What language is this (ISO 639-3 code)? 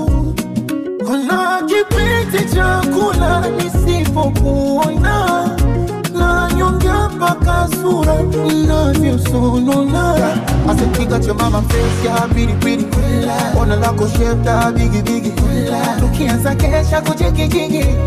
swa